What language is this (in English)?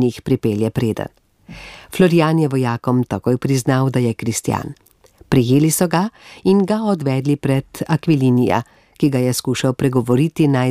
Slovenian